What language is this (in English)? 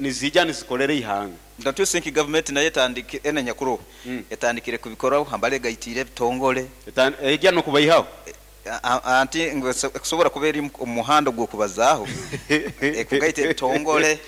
Nyankole